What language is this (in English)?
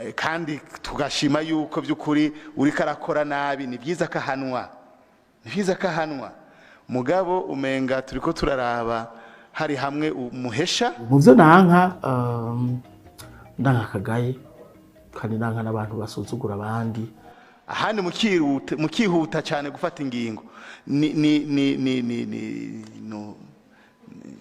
Rundi